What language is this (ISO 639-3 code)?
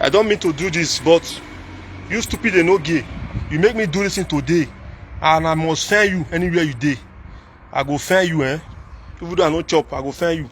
pcm